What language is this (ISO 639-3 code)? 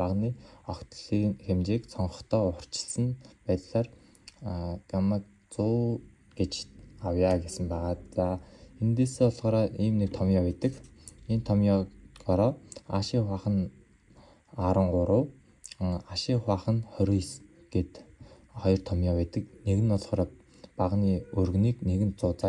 mon